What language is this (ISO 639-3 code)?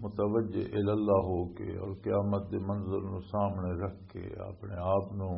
lah